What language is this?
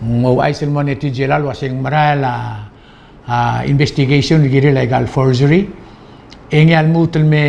Palauan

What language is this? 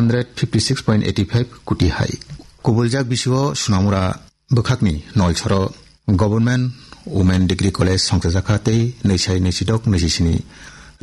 Kok Borok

